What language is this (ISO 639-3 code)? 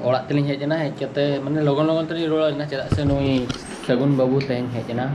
sat